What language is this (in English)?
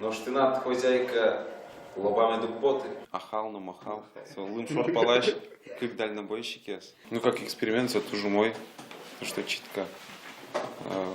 Udmurt